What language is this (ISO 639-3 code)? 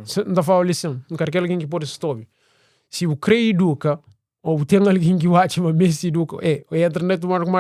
kea